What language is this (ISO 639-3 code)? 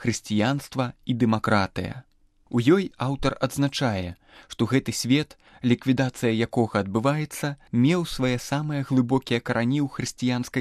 bel